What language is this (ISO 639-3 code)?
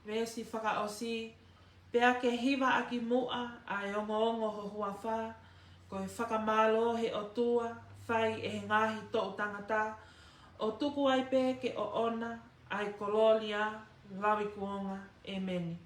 ton